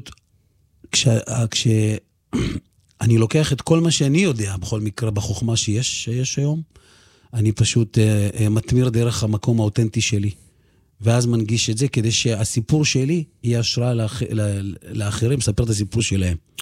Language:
Hebrew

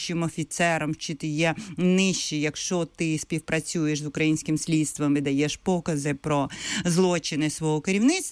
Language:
Ukrainian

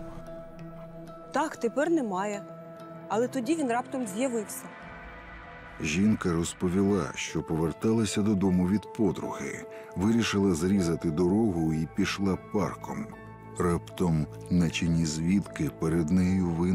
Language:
Ukrainian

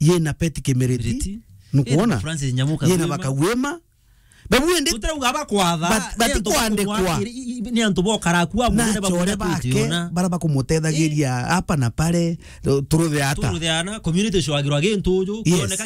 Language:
Meru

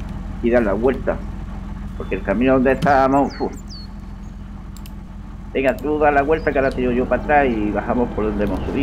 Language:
Spanish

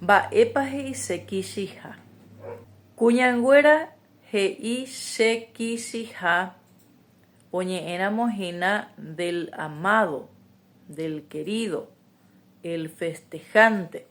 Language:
Guarani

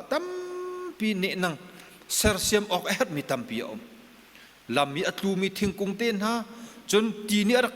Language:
Hakha Chin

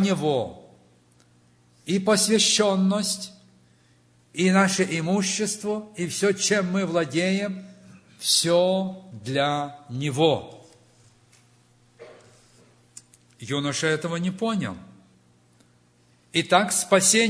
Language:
Russian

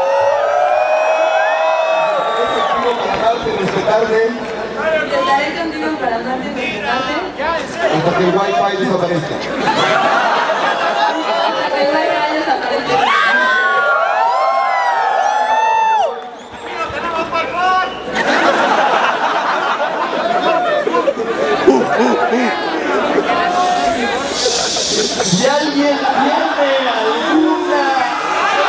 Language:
Spanish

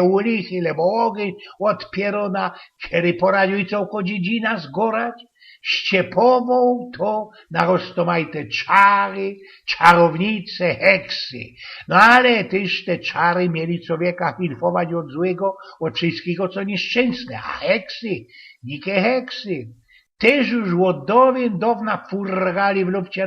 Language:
Silesian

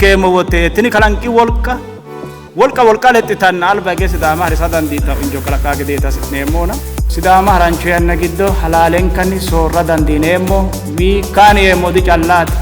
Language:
Sidamo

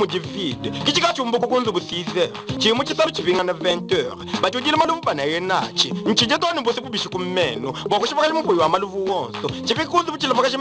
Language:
Luba-Lulua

